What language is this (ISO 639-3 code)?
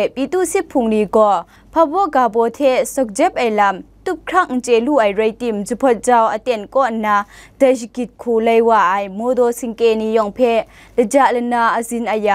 kac